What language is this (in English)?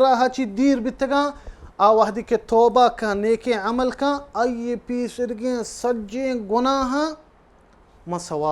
Baluchi